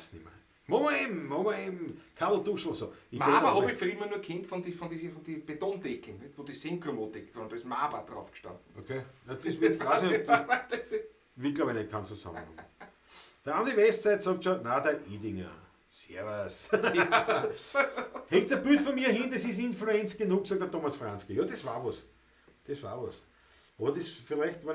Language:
Bavarian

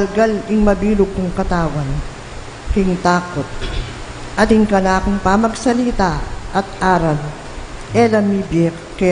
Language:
Pampanga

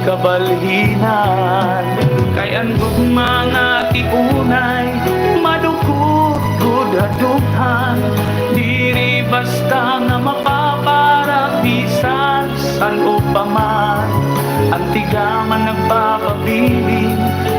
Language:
Waray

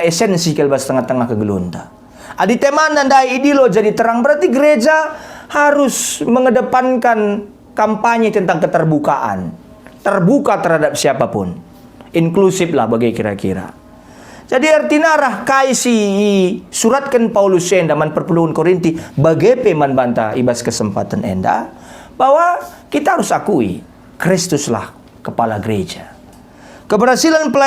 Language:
Batak Karo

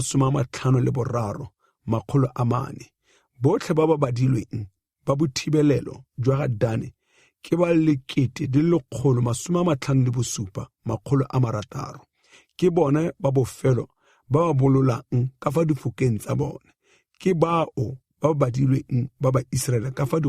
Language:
Tswana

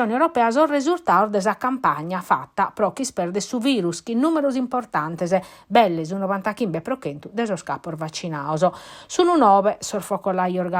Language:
Sardinian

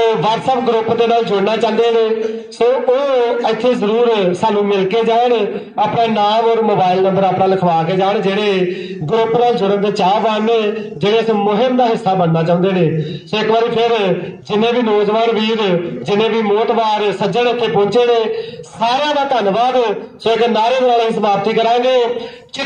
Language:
Punjabi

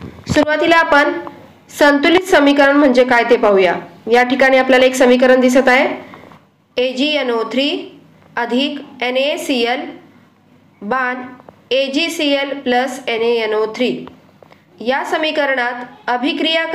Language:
Marathi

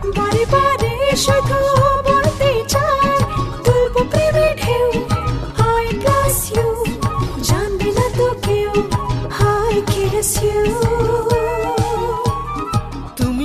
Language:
Bangla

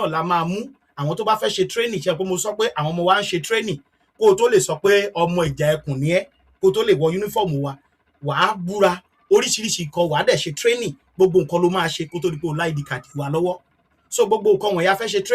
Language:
Yoruba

